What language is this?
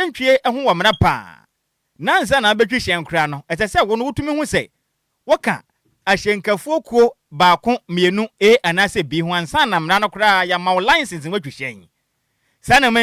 Akan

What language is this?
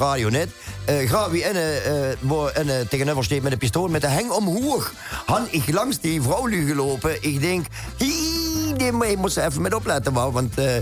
Limburgish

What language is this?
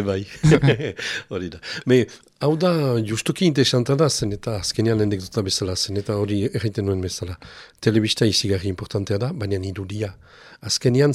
Basque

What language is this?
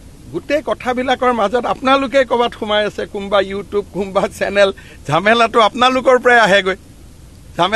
Assamese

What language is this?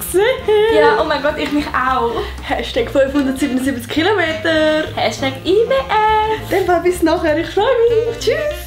Swiss German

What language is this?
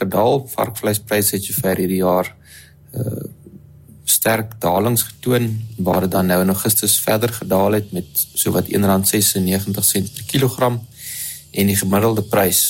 Afrikaans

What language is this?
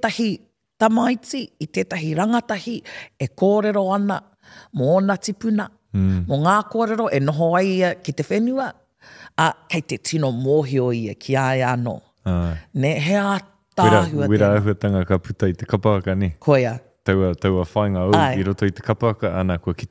Māori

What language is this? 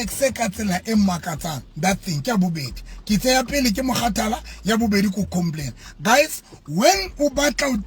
Southern Sotho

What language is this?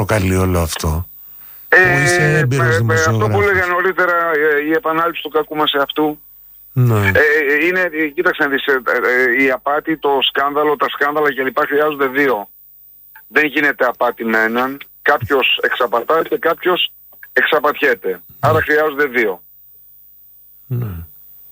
Greek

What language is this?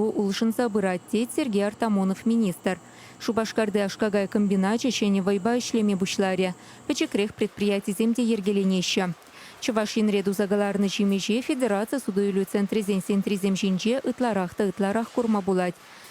Chuvash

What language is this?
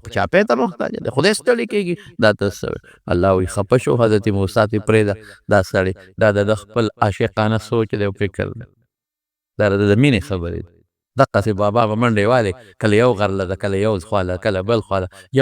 Pashto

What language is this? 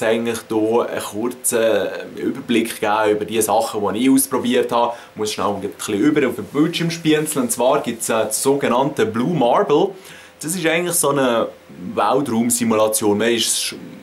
Swiss German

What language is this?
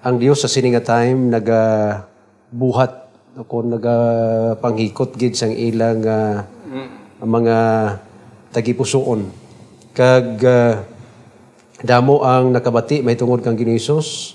Hiligaynon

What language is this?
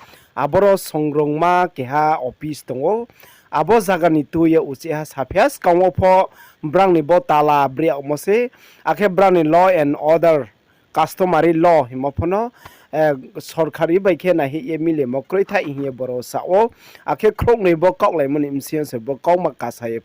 Riang (India)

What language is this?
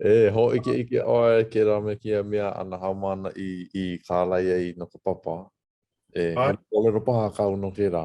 Hawaiian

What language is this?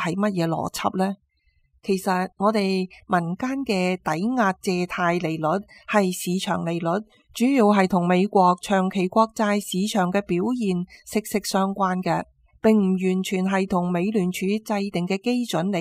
Cantonese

